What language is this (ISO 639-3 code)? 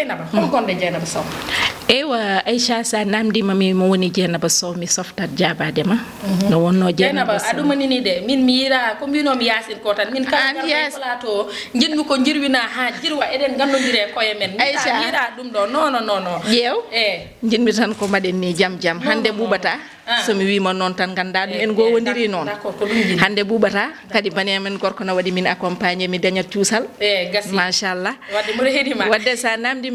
ful